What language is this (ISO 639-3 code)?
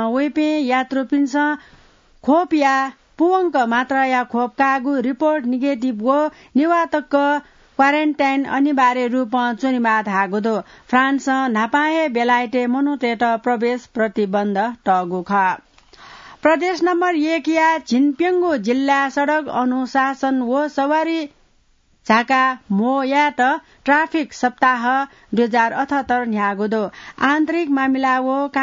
new